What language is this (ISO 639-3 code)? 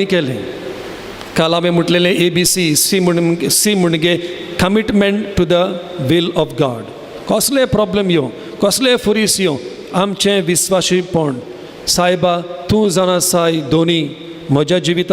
kok